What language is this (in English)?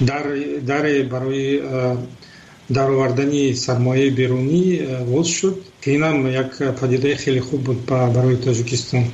Tajik